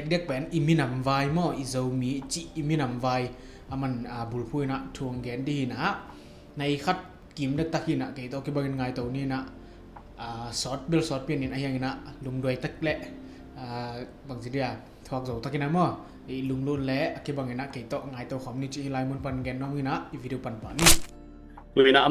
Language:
Tedim Chin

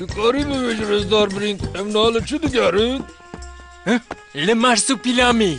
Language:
Kurdish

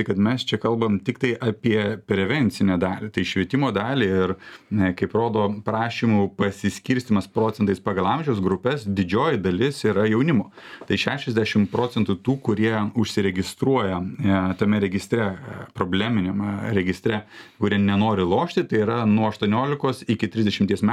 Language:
Lithuanian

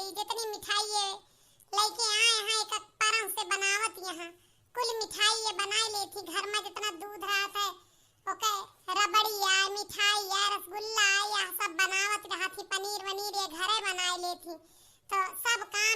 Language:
Awadhi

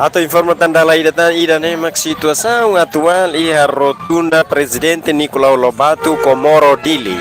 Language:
Tetum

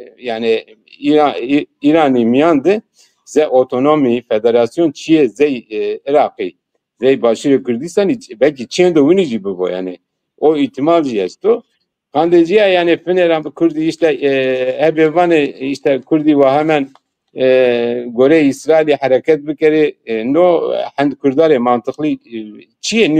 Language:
Zaza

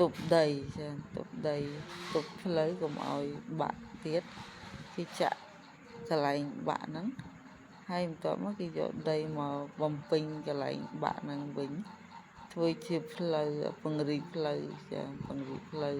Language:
Khmer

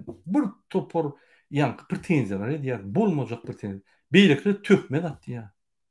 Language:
Turkmen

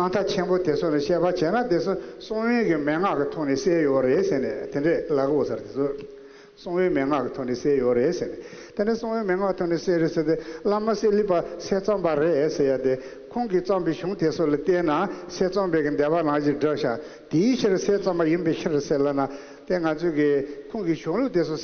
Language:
Tibetan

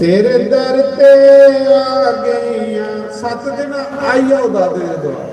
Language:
Dogri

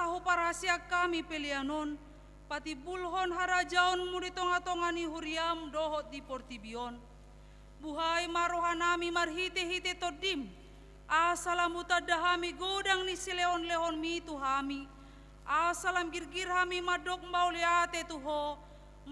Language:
Batak Toba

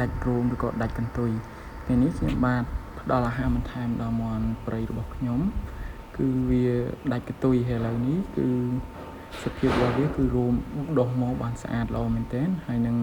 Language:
Khmer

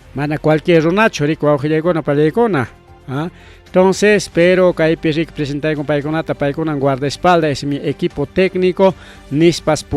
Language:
Ayacucho Quechua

